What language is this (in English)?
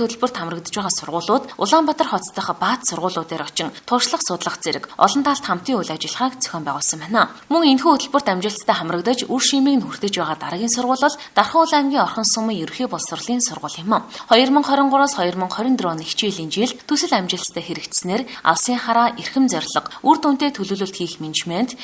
Mongolian